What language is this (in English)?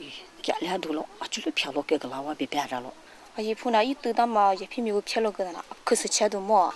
Kachin